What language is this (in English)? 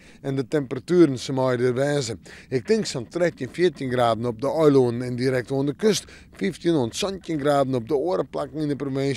Western Frisian